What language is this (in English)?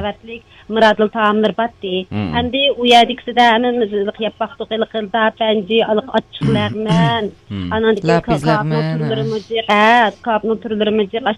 Uyghur